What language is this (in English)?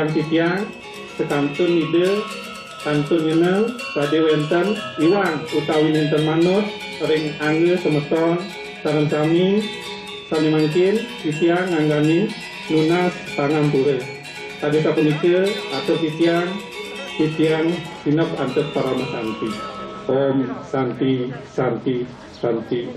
Balinese